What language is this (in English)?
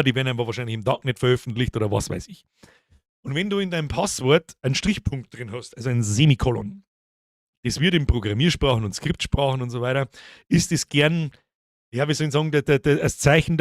Bavarian